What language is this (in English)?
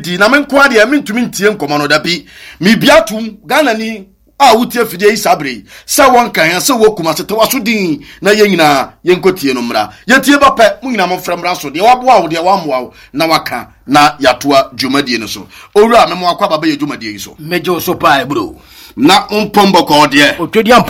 Akan